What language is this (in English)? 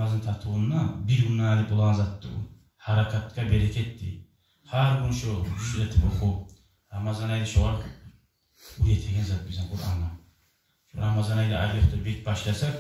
Kumyk